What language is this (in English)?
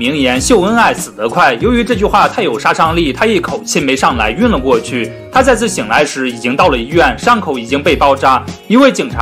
Chinese